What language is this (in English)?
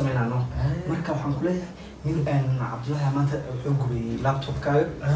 Somali